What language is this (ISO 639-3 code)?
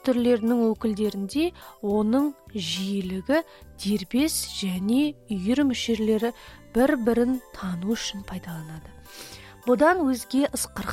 kaz